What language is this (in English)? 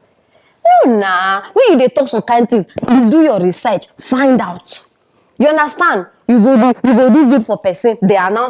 Nigerian Pidgin